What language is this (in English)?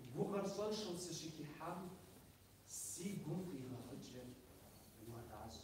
Kabardian